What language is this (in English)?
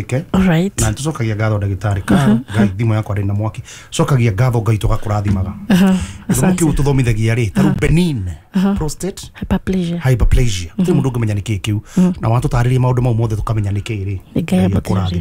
Kikuyu